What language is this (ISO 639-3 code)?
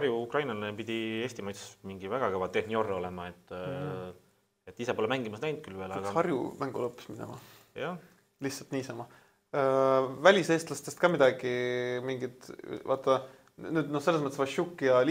est